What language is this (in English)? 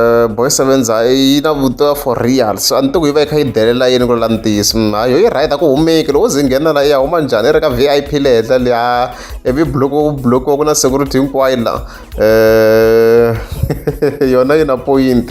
Tsonga